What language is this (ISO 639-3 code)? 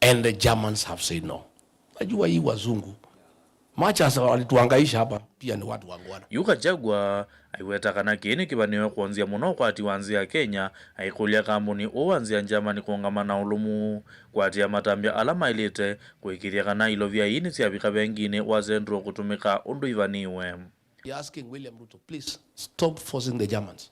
kam